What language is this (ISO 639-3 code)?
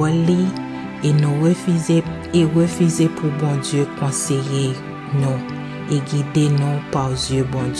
hat